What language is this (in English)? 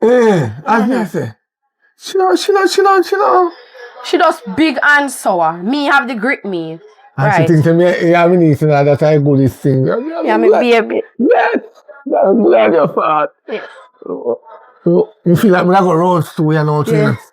Jamaican Creole English